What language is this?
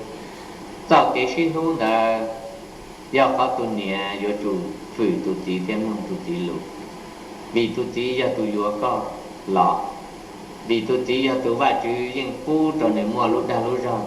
Hmong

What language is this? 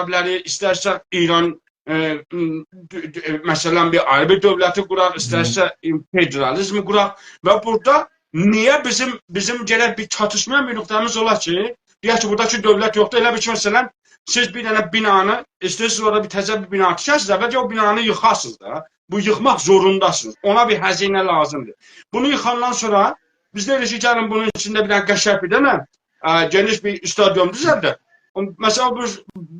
South Azerbaijani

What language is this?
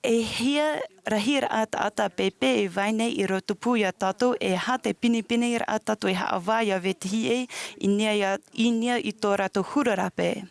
Tahitian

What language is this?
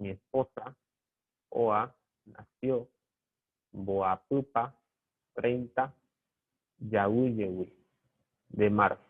Guarani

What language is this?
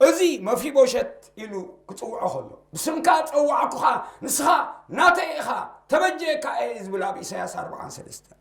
Tigrinya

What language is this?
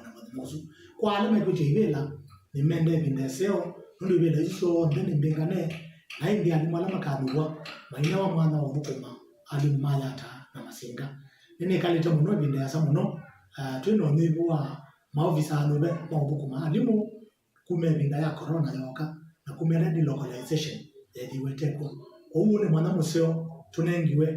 Kamba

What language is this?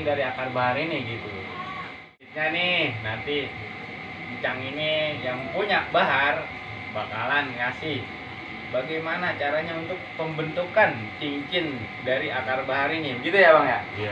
Betawi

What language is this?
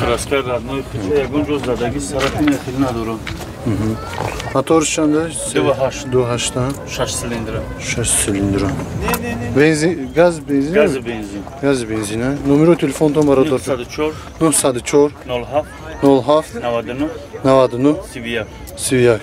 Tajik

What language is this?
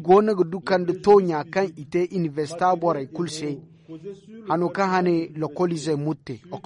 Zarma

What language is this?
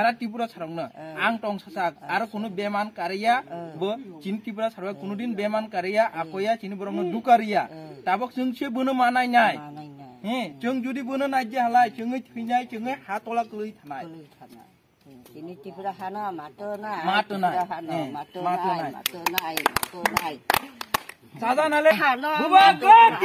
Kok Borok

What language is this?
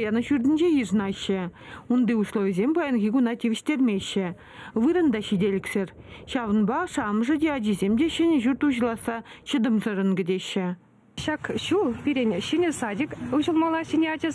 Chuvash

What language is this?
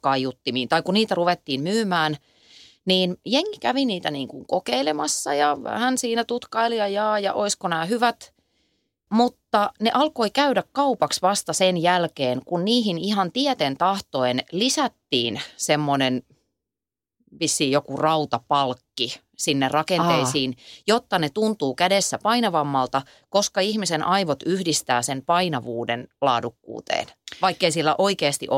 Finnish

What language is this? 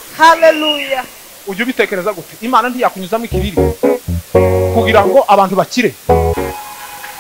Kinyarwanda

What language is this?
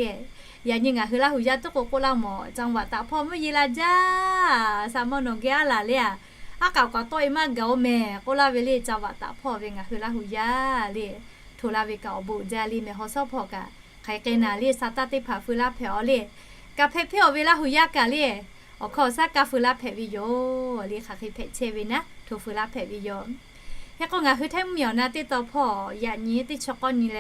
Lahu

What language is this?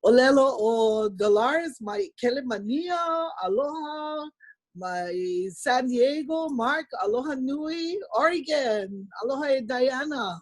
Hawaiian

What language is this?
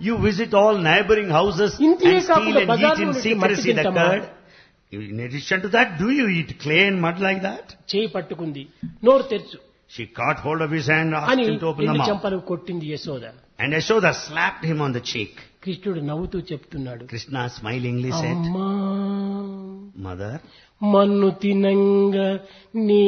Telugu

